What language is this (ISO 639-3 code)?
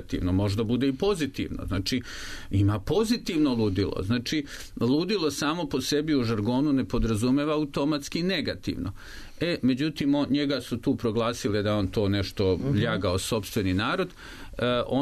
srp